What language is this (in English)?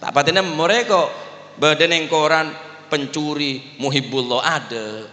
Madurese